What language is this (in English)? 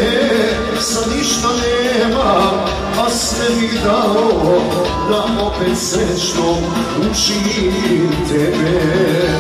Serbian